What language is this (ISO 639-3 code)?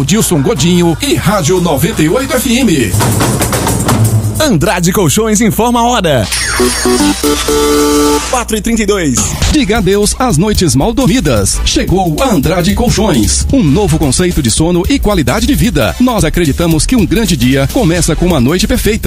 por